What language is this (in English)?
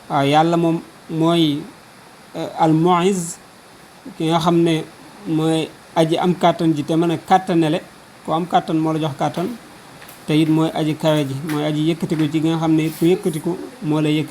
Wolof